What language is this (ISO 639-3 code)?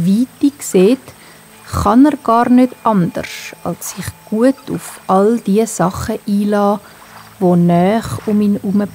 gsw